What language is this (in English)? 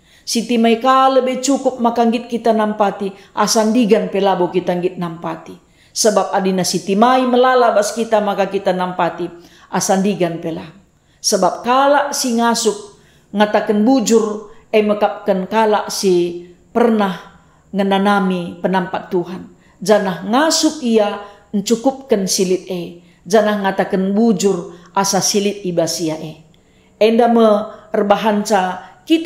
Batak Karo